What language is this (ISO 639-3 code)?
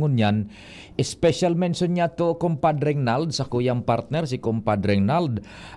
bik